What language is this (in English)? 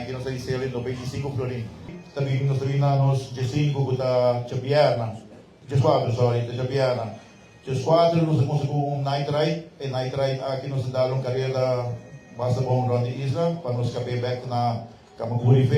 Papiamento